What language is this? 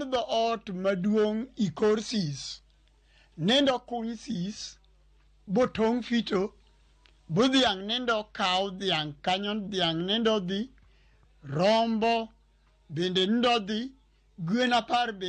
Luo (Kenya and Tanzania)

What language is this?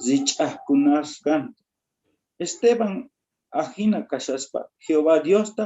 South Bolivian Quechua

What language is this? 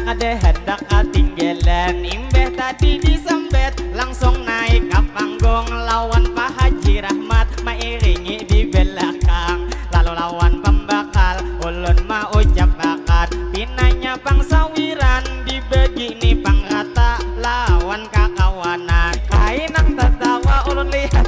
Banjar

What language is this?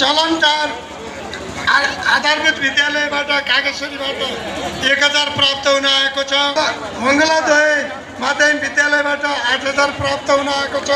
Nepali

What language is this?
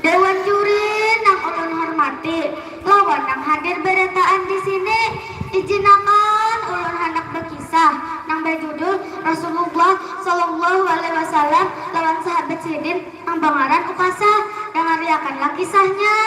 Banjar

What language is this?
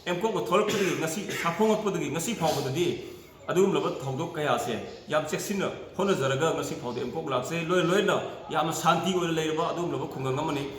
Manipuri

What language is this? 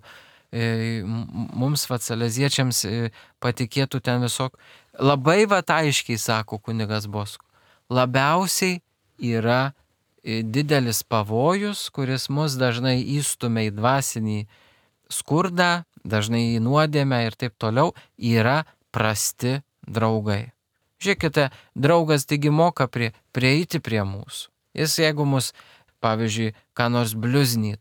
Lithuanian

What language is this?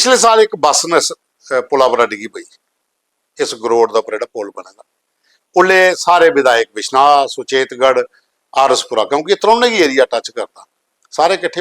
Dogri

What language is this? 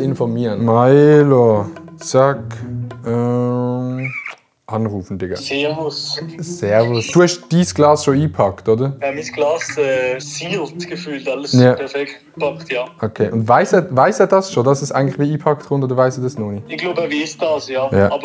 Swiss German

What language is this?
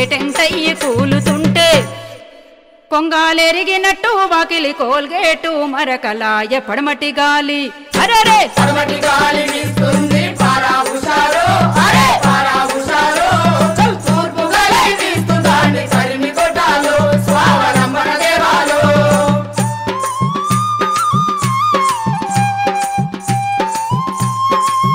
Telugu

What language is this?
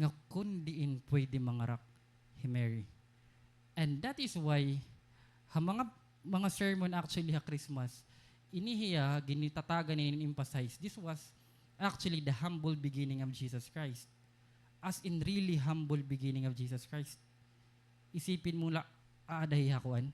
Waray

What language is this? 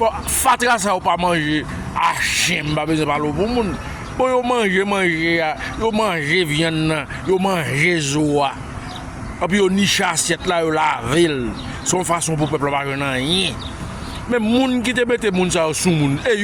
Haitian Creole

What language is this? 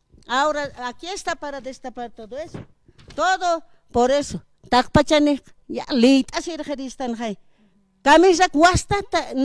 Aymara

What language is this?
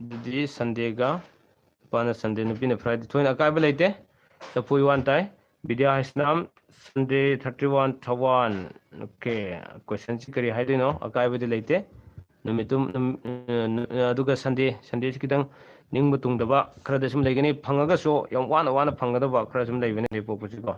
Manipuri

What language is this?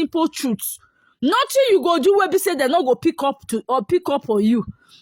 Nigerian Pidgin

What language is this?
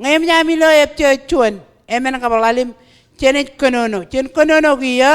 Marshallese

